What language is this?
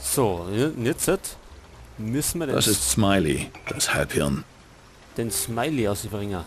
Bavarian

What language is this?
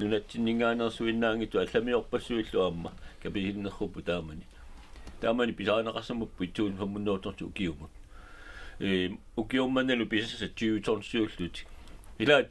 Kalaallisut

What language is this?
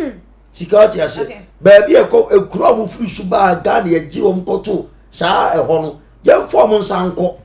Akan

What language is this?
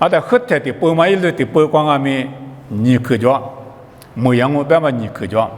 Lisu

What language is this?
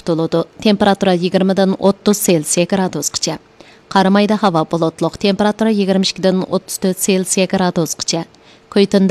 Uyghur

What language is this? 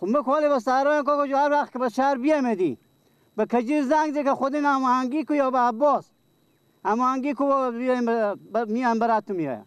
Persian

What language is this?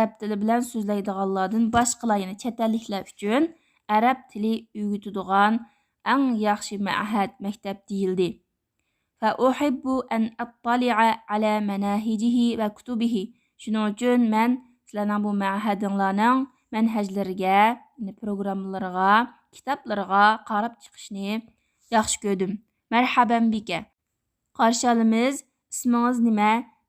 Uyghur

